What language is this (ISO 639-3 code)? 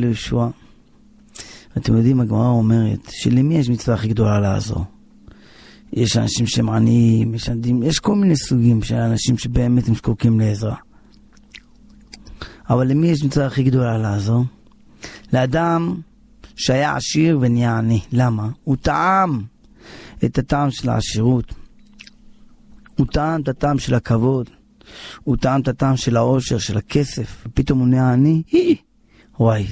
heb